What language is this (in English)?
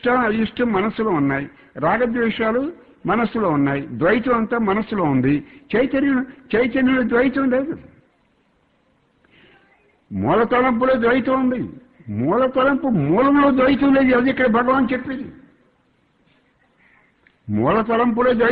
Telugu